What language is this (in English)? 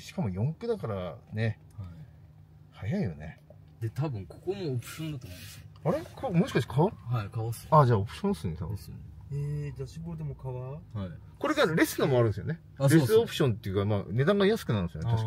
Japanese